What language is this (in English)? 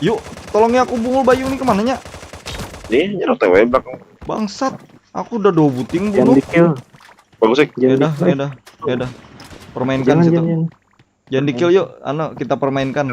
Banjar